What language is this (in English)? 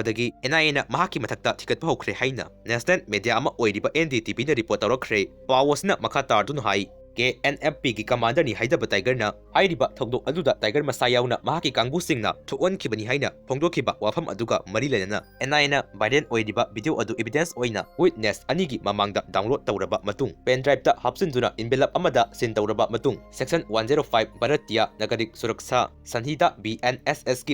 Manipuri